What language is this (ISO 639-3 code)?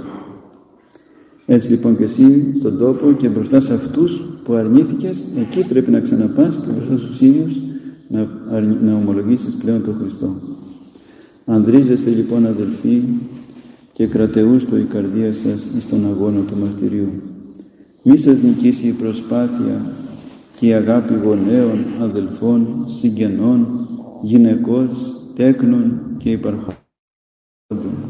ell